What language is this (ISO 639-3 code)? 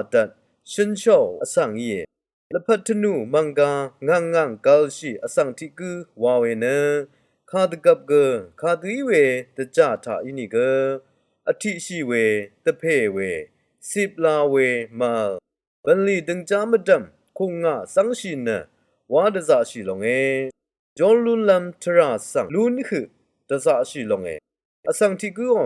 raw